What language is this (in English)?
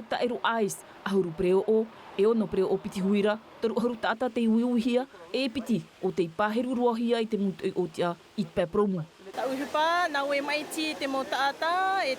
Tahitian